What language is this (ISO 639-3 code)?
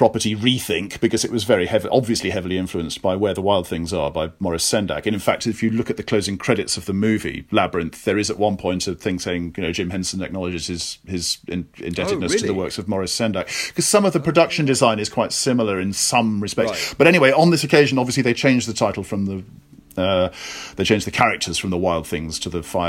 eng